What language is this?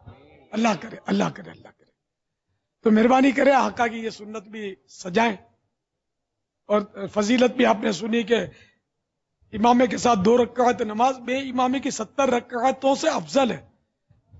Urdu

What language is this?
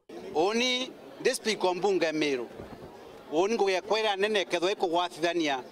Meru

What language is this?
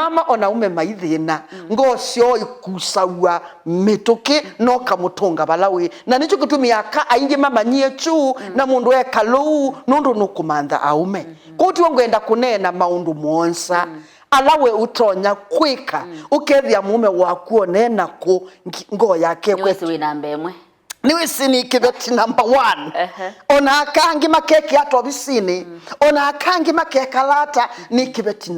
Kamba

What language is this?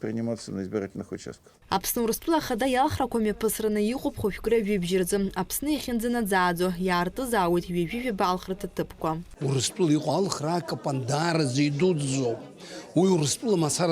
Abkhazian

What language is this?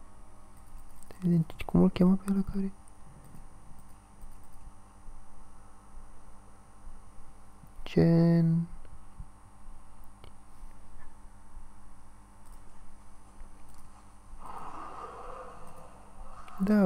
Romanian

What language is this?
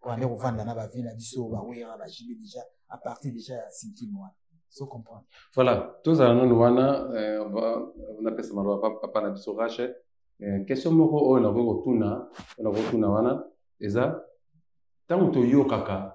Lingala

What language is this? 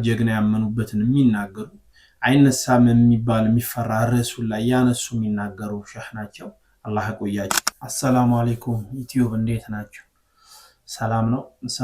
Amharic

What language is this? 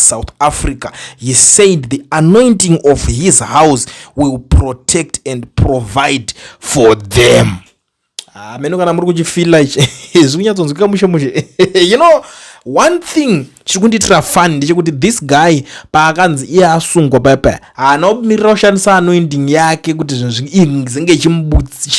Shona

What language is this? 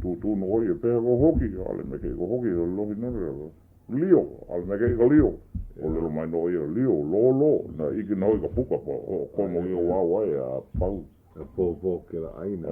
Hawaiian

